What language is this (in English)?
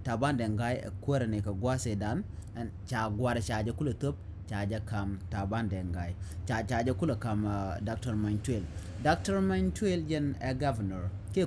Nuer